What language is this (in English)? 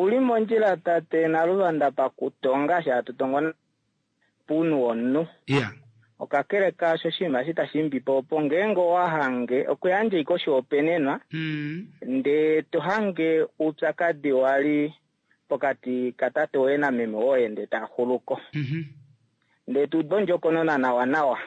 Kuanyama